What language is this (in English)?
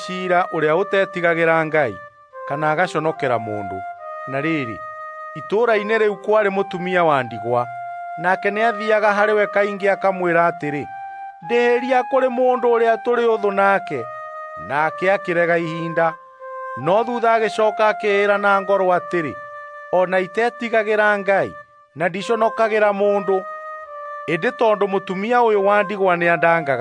Kikuyu